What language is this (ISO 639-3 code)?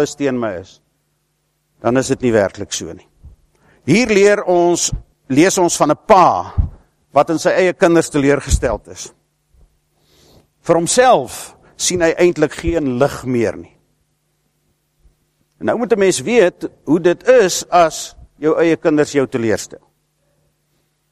afr